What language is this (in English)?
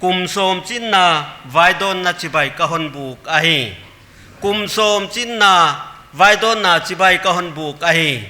Paite Chin